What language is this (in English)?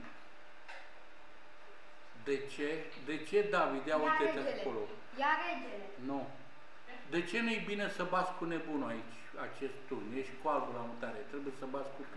Romanian